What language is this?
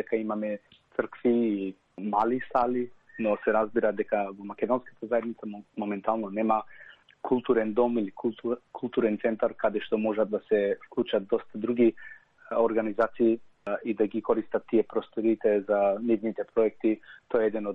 Macedonian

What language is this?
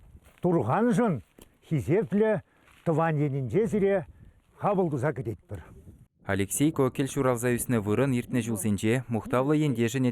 Chuvash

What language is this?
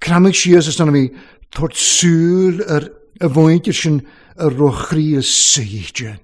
Welsh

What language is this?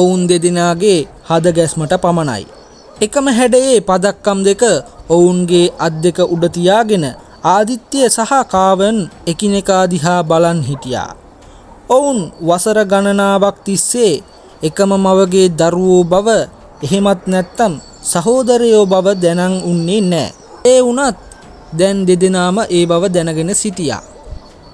Sinhala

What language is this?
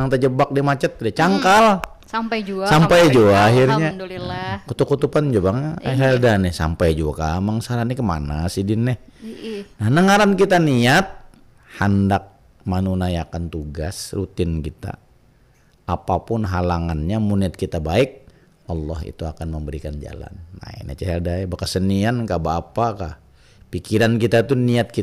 Banjar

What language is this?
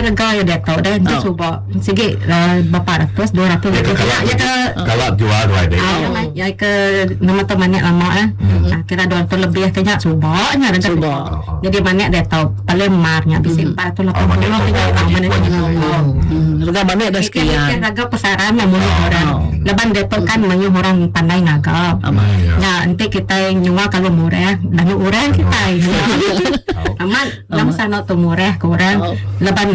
Malay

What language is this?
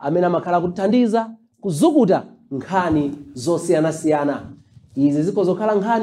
Nyanja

